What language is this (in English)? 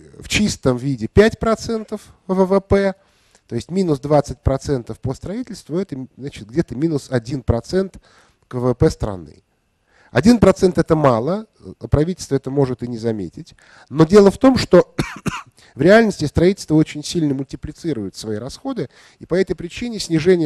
Russian